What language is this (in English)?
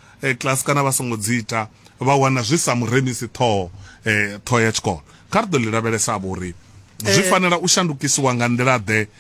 Venda